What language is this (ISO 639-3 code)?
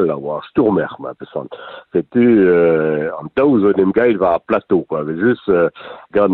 bre